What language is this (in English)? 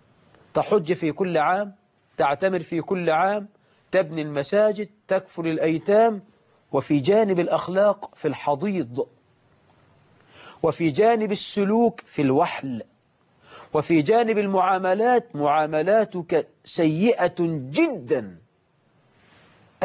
Arabic